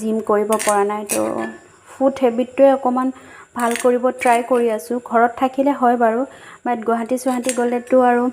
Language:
Assamese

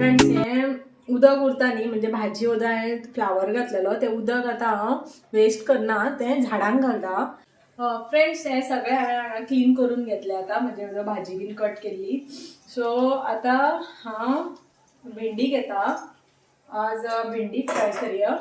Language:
Konkani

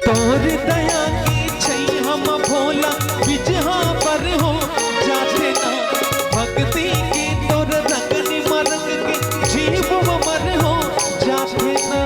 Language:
Chhattisgarhi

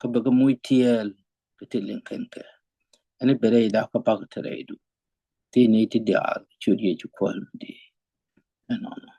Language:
Nuer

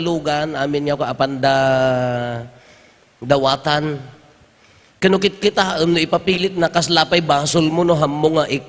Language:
Iloko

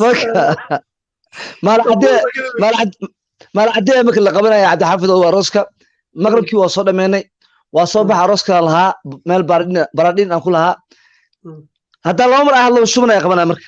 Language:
Somali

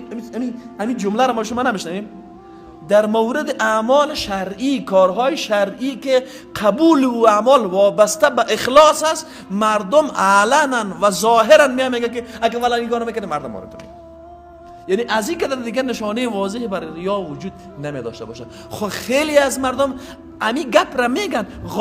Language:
Persian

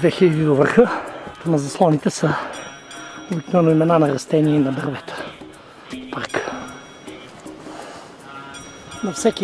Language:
Bulgarian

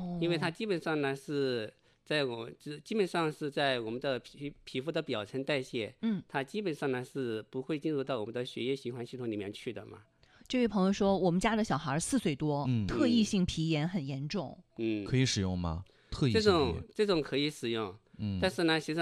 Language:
Chinese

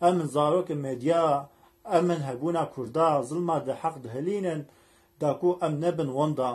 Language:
Kurdish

